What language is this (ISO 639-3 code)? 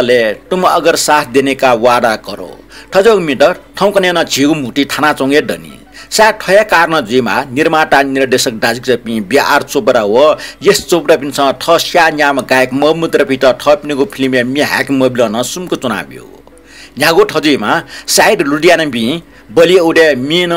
new